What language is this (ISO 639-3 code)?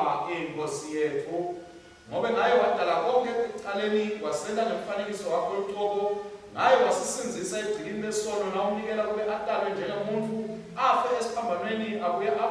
ssw